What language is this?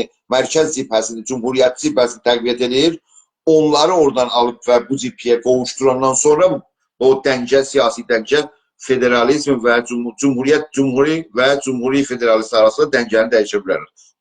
South Azerbaijani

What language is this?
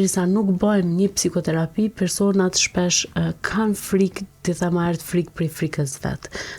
Albanian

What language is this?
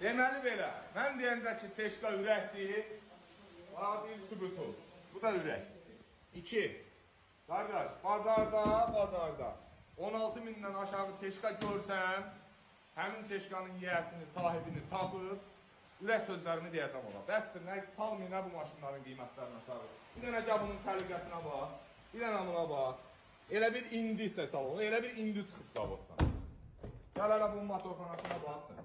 Azerbaijani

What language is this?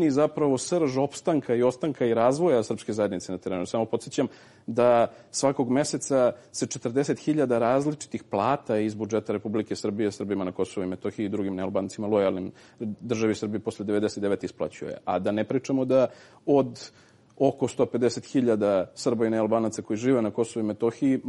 Serbian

